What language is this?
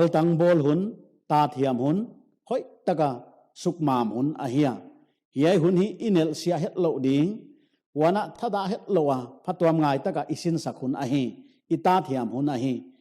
Paite Chin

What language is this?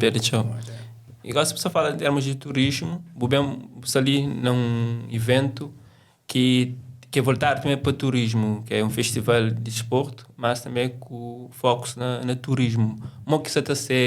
Kabuverdianu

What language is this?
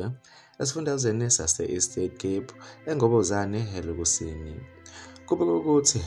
Zulu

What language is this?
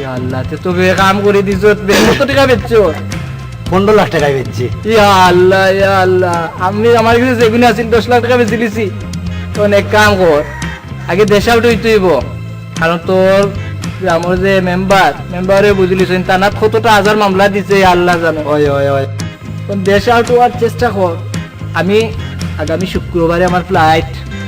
Sylheti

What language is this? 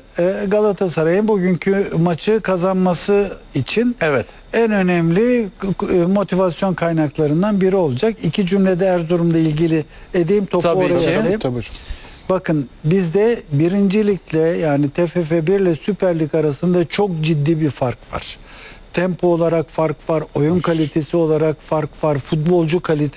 Turkish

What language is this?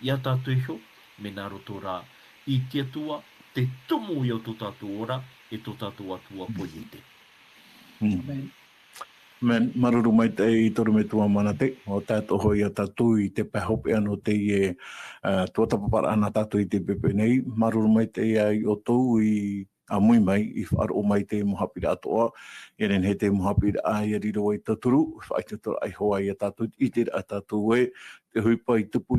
Tahitian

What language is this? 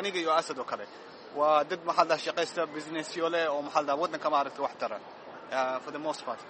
Somali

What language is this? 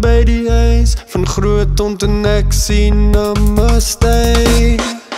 Afrikaans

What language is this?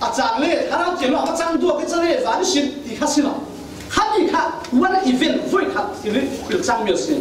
Falam Chin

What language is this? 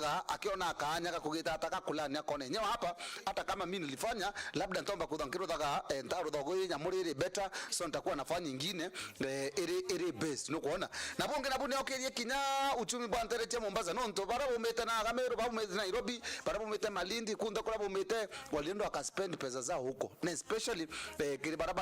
Meru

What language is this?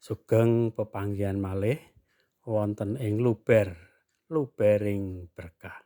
Javanese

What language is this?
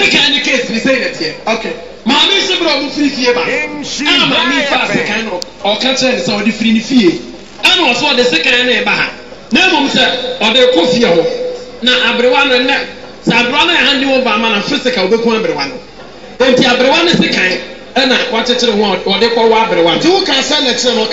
Akan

